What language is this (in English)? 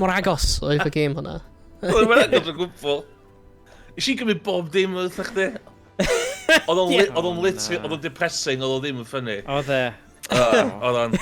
Welsh